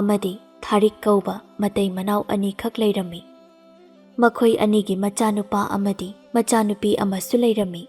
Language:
Manipuri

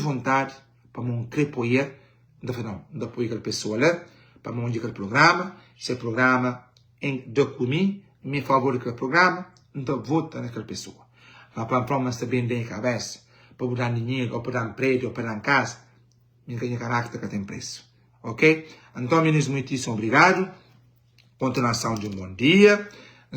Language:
Kabuverdianu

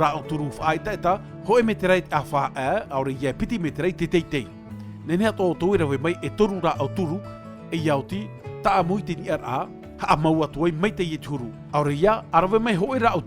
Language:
Tahitian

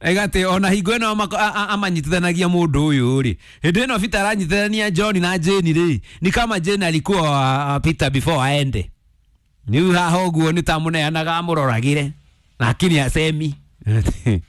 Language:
Kikuyu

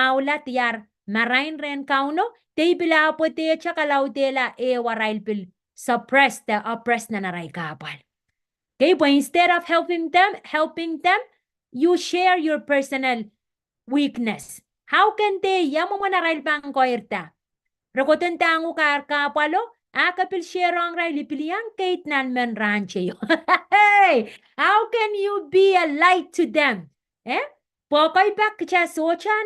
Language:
Pohnpeian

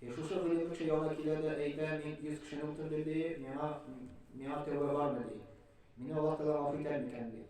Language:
Tatar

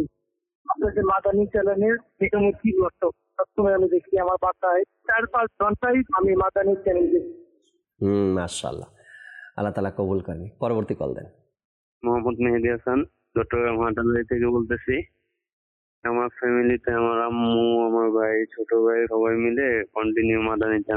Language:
Bangla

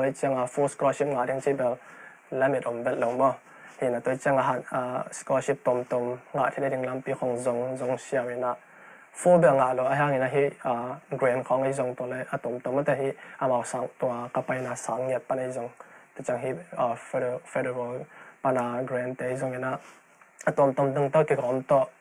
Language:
Tedim Chin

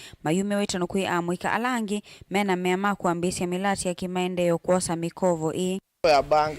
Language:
Kamba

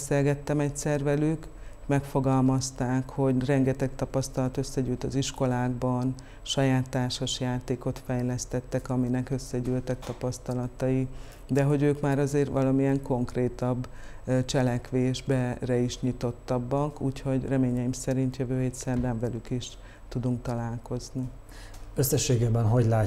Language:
Hungarian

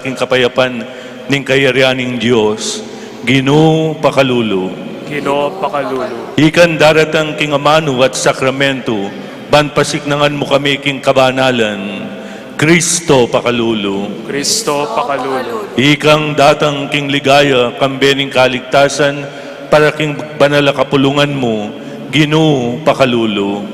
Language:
Pampanga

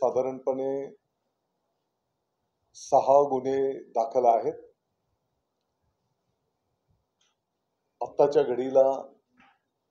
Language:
Marathi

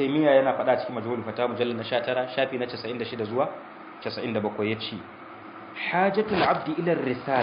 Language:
Hausa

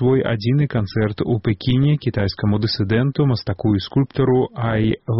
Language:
Belarusian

